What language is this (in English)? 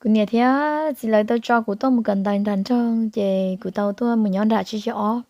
Hmong